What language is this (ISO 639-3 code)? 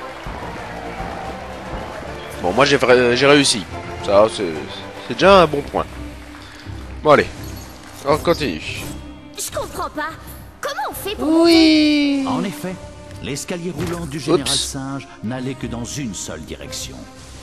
fra